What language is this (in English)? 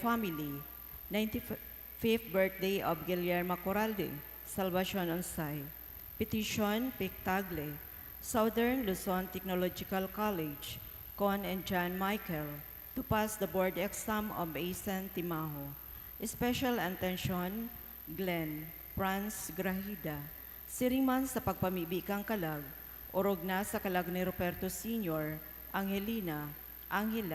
Bikol